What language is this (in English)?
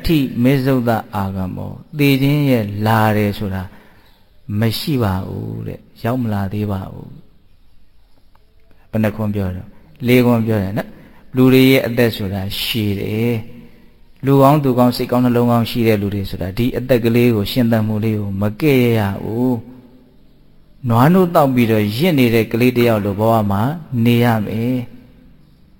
Burmese